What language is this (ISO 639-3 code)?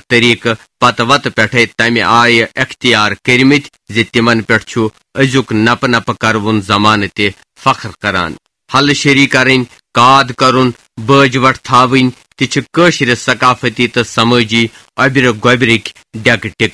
kas